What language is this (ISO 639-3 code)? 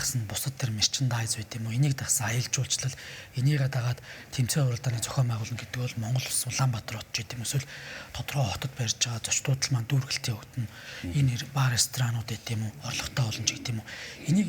mon